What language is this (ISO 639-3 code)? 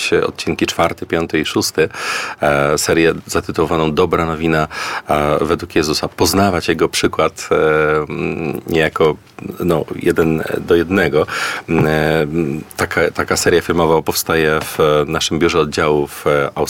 pol